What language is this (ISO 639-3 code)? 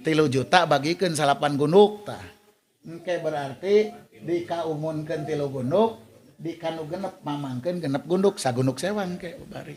sun